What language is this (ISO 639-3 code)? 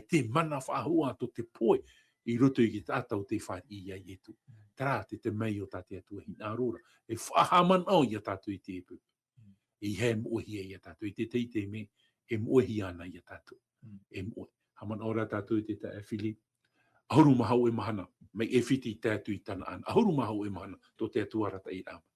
tah